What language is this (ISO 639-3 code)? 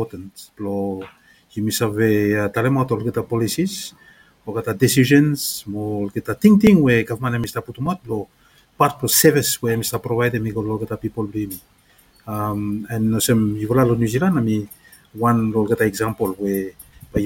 bis